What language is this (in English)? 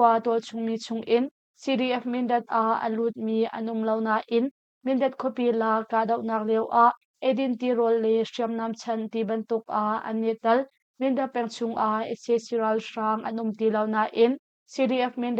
Hakha Chin